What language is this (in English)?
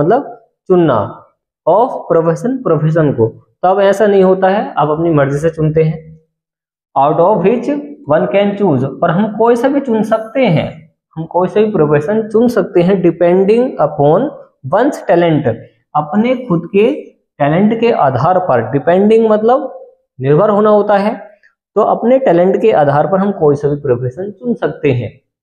Hindi